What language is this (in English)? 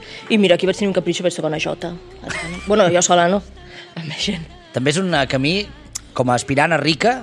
Catalan